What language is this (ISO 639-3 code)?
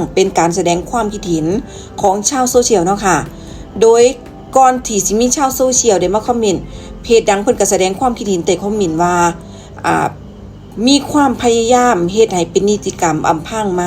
lao